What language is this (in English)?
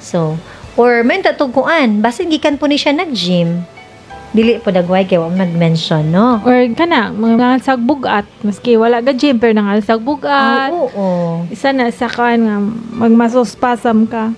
Cebuano